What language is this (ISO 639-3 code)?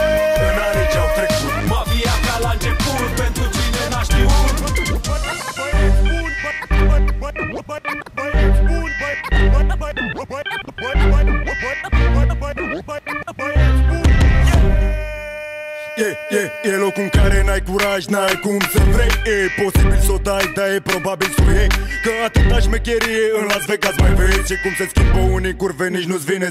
ron